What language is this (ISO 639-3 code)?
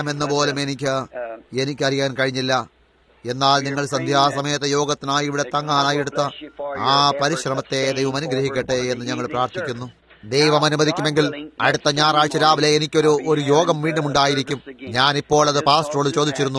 mal